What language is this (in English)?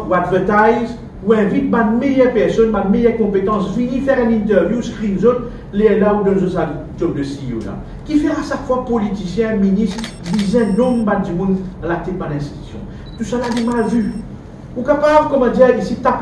Morisyen